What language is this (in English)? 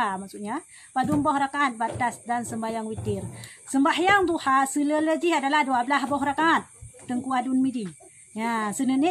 Achinese